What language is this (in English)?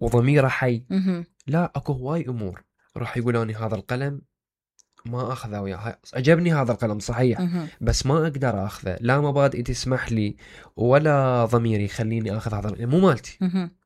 Mesopotamian Arabic